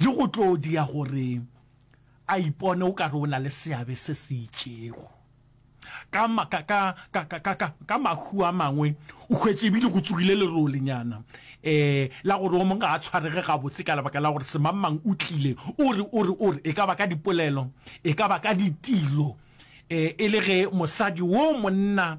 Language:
Northern Sotho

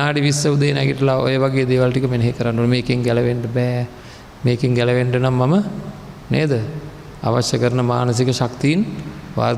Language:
Sinhala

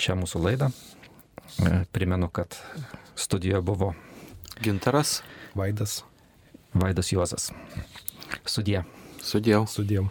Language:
Lithuanian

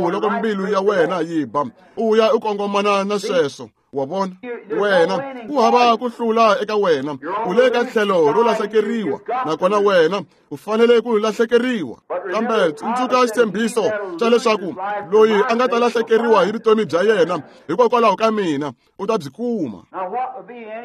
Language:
Tsonga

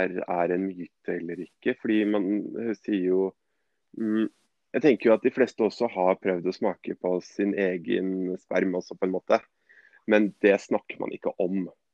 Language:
Norwegian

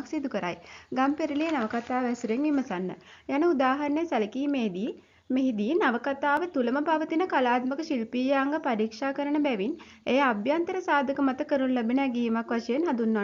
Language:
Sinhala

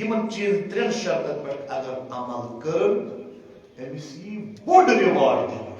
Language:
Kashmiri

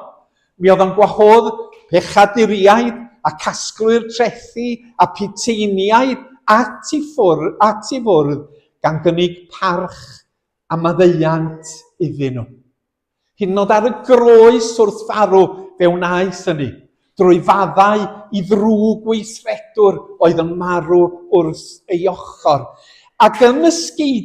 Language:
Welsh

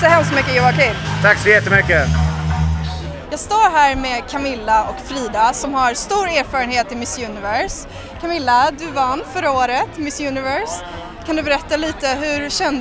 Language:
Swedish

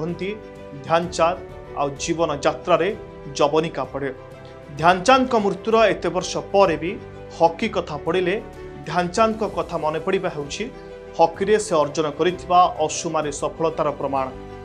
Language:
Odia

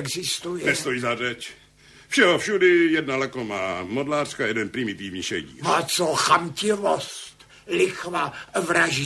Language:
Czech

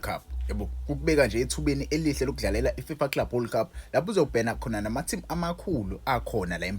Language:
Zulu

